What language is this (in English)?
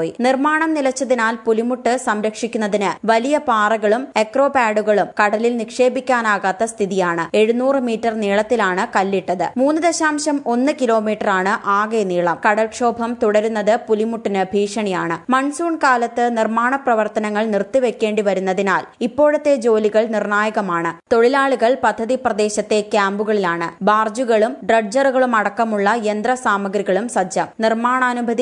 Malayalam